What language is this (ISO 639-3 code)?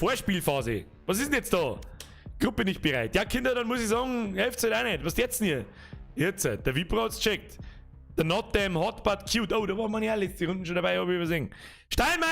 bar